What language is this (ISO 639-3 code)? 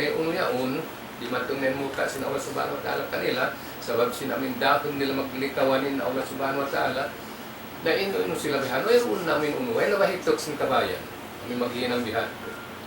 tsg